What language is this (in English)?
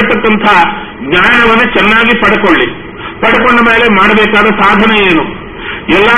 Kannada